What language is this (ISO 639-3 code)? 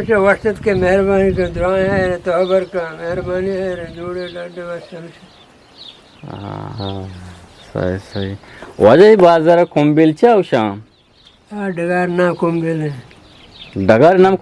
bgp